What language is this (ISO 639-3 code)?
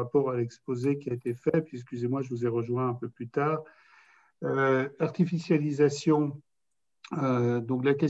fra